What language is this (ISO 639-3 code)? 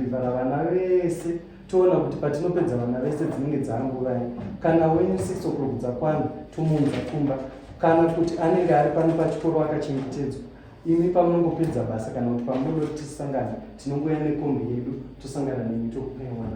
sna